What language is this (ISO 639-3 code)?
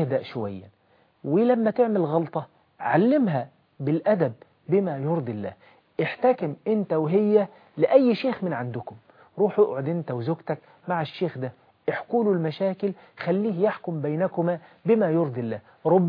arz